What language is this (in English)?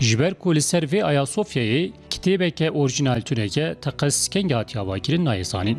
Kurdish